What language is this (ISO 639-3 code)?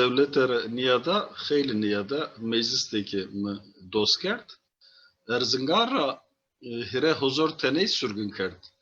zza